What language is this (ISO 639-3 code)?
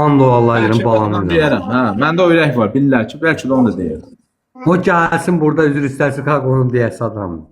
aze